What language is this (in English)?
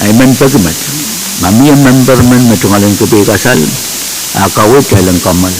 Pohnpeian